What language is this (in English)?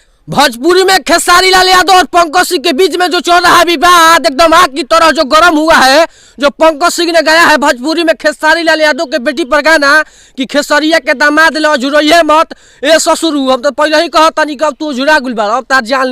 Bhojpuri